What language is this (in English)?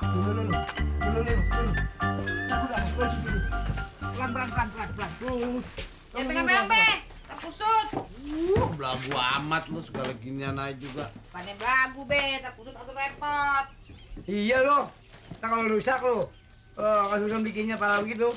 Betawi